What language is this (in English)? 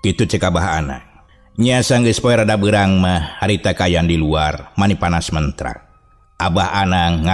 Sundanese